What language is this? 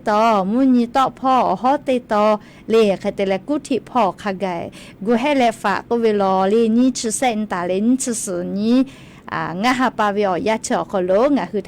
Lahu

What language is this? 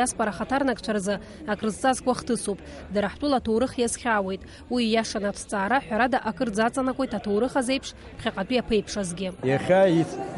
Abkhazian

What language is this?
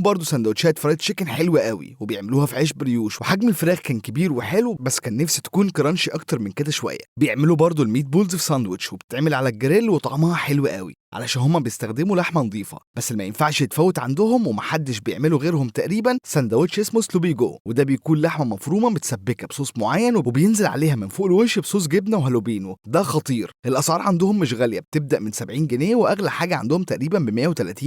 Egyptian Arabic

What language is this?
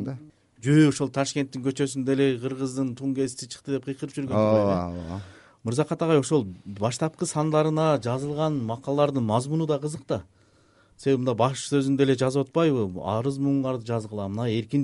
Kyrgyz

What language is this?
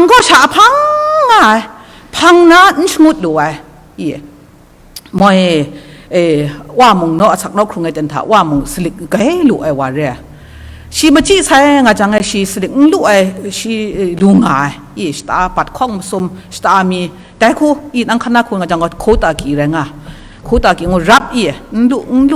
Kachin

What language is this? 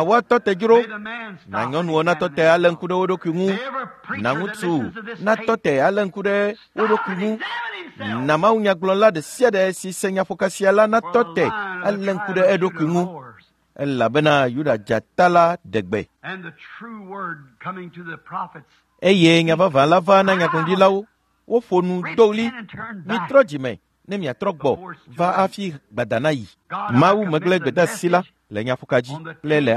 Ewe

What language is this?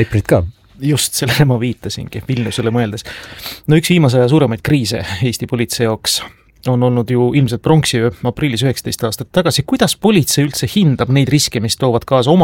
Estonian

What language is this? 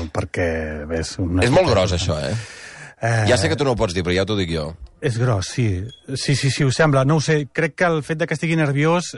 Catalan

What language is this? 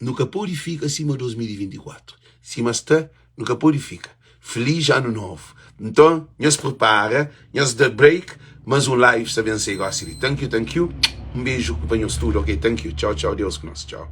Kabuverdianu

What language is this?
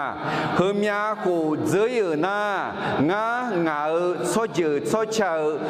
Akha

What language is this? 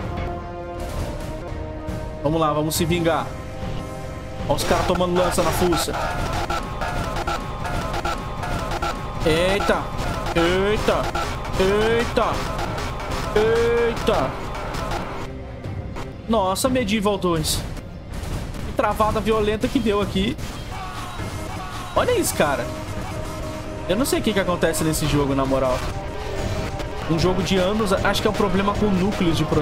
Portuguese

